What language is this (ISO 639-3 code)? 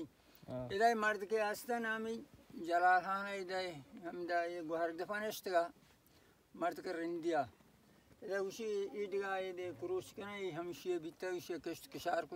bal